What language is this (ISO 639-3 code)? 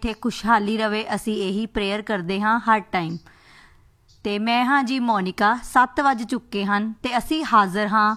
pan